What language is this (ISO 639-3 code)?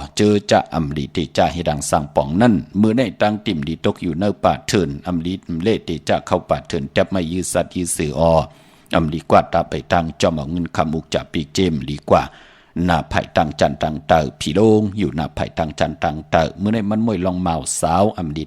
shn